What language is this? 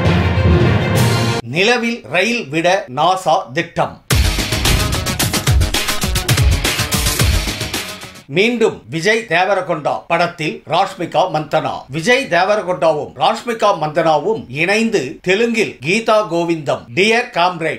Tamil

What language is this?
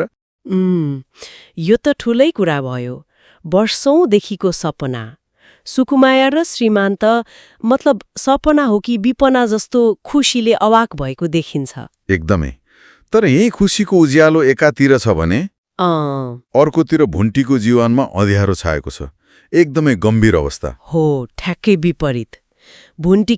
Nepali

